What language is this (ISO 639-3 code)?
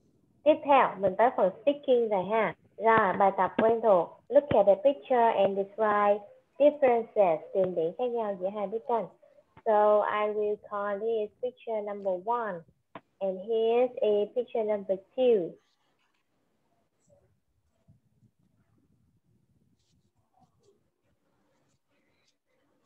vie